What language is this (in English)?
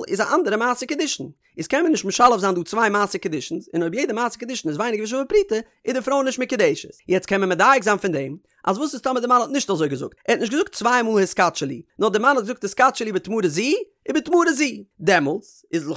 Yiddish